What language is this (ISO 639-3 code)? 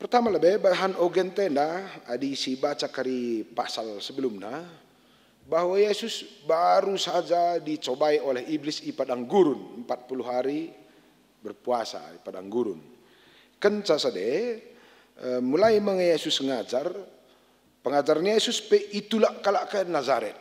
btx